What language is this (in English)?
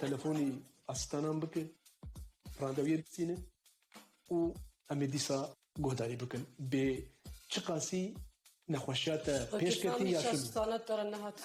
Kurdish